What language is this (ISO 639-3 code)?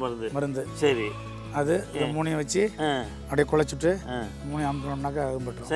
tam